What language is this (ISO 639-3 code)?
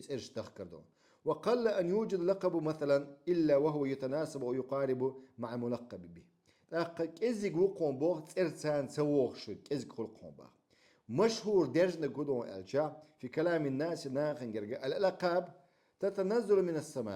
che